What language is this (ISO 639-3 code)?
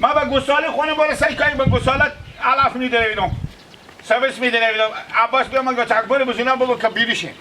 haz